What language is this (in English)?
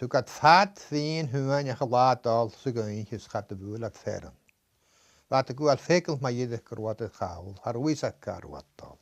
Scottish Gaelic